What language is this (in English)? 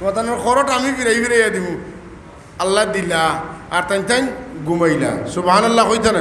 Sylheti